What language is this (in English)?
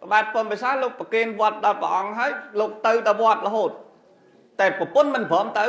Khmer